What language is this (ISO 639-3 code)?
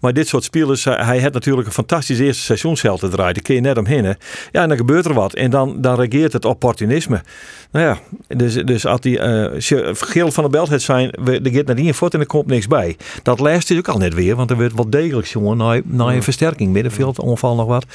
fry